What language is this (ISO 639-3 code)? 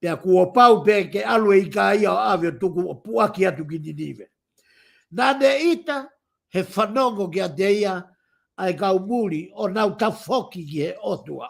ton